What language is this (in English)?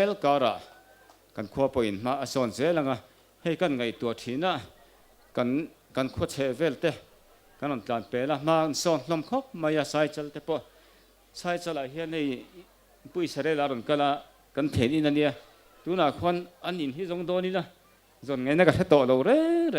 Mizo